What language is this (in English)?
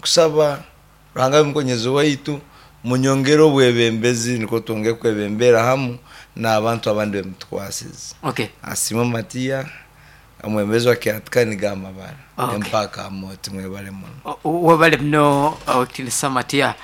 Nyankole